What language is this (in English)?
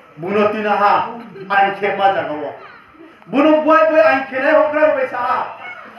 Riang (India)